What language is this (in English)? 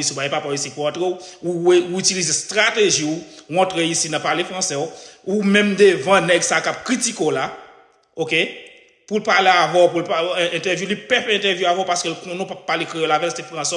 Haitian Creole